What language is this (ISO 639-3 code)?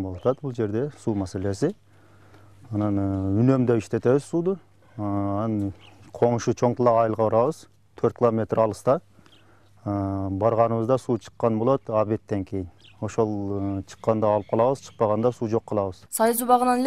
kir